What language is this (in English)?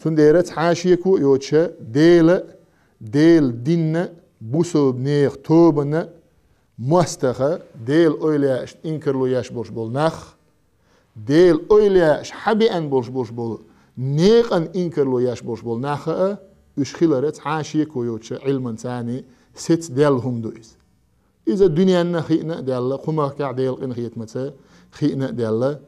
Chechen